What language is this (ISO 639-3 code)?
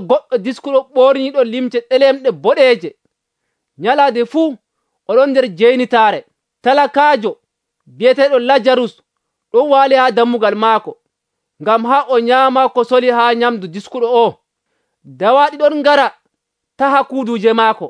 fuv